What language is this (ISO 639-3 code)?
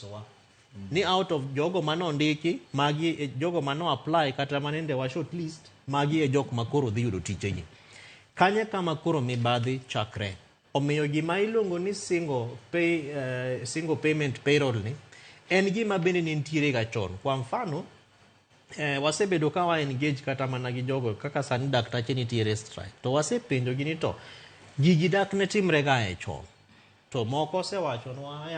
luo